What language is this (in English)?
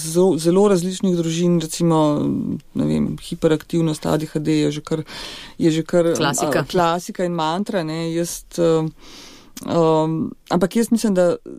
Slovenian